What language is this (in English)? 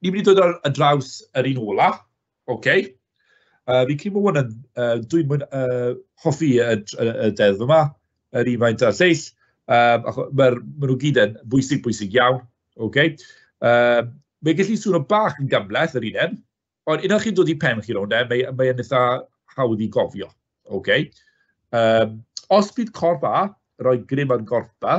Welsh